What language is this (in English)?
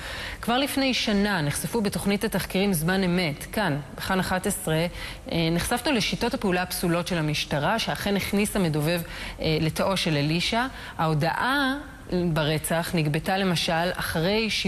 Hebrew